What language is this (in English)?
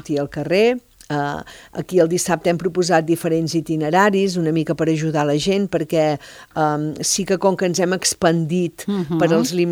Catalan